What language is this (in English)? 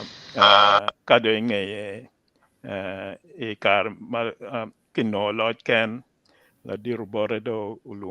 Acoli